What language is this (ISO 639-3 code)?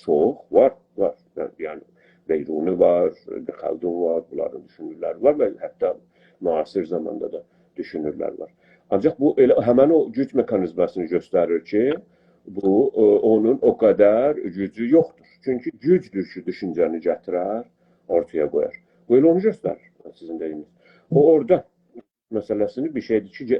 azb